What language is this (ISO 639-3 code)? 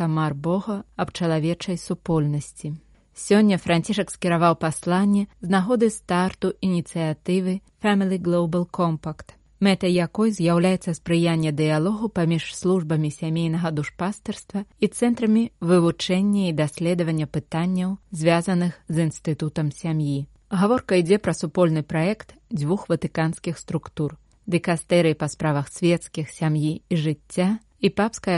bel